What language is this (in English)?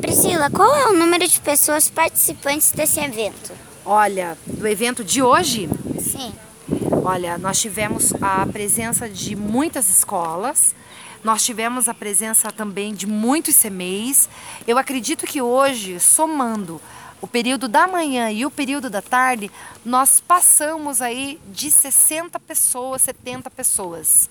Portuguese